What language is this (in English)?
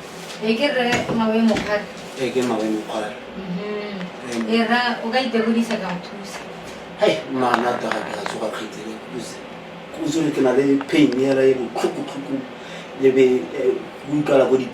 Tswana